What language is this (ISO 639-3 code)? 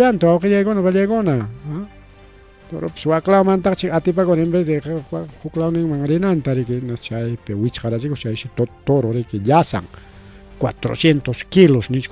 quy